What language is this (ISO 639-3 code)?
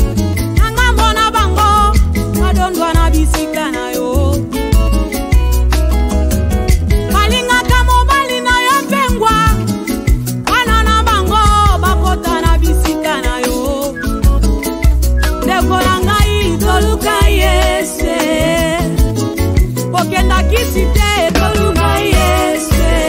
lin